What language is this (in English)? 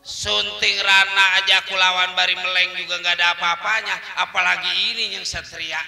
Betawi